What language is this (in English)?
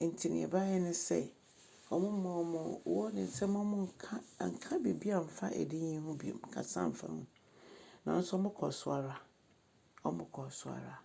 Akan